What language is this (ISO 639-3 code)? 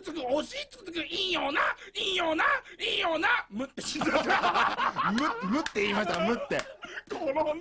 jpn